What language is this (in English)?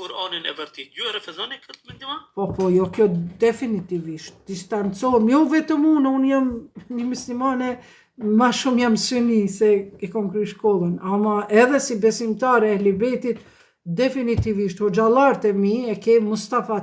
Albanian